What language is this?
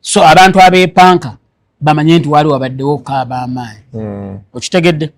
Ganda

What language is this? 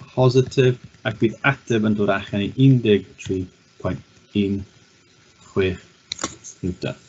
Welsh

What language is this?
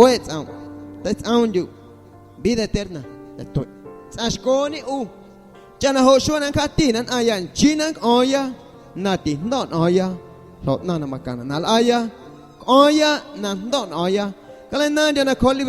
Guerrero Amuzgo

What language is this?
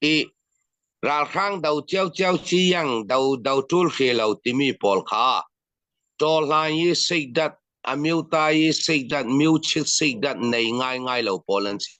Falam Chin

